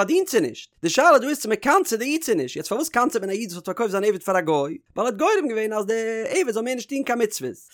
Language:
Yiddish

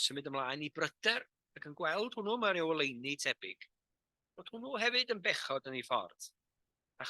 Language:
Welsh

